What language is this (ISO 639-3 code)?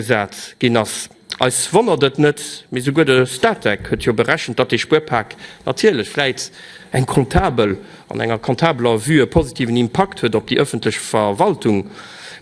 ltz